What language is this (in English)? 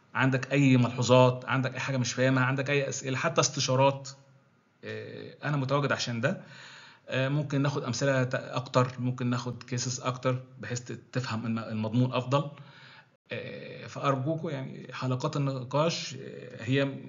Egyptian Arabic